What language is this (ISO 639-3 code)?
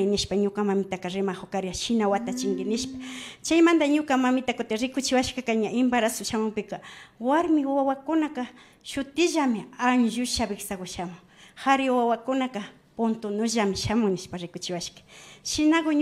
qvi